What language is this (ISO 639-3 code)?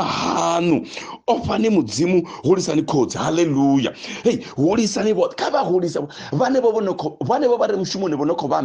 ven